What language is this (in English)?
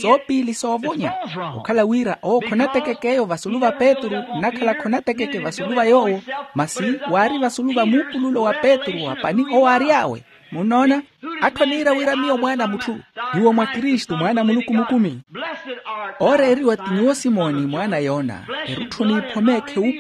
Makhuwa